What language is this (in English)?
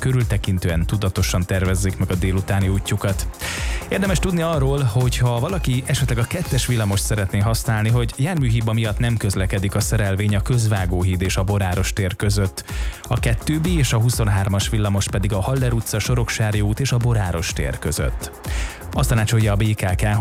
Hungarian